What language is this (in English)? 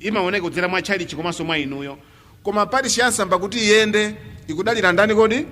Nyanja